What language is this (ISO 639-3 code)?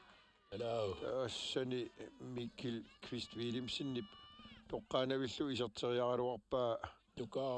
kal